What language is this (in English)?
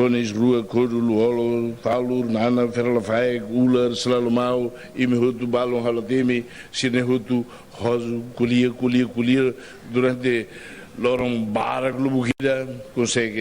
Tetum